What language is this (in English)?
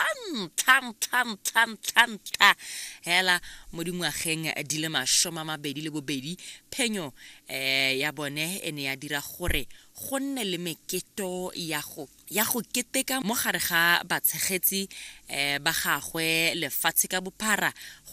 Tswana